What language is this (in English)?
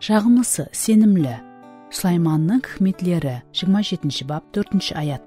Kara-Kalpak